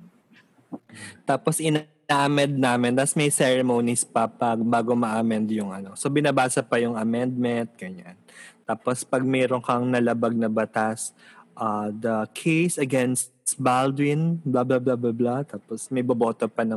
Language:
Filipino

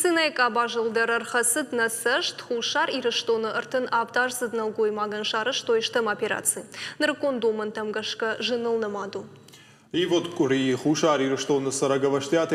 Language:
Ossetic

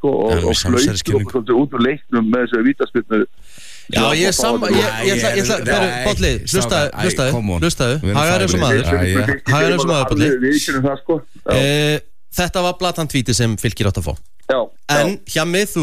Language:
Icelandic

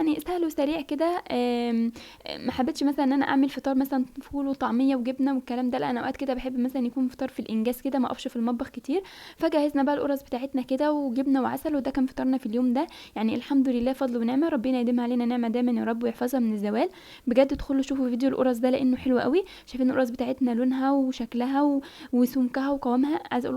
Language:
Egyptian Arabic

